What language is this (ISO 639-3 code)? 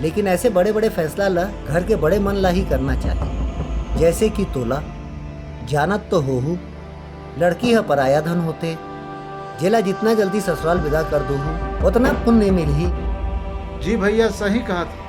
hne